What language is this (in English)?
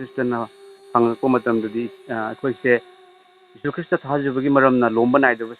Manipuri